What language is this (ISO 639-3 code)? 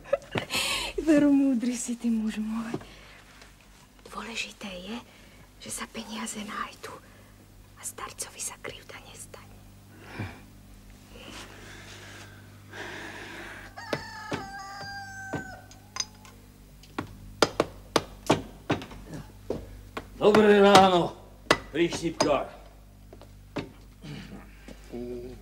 slk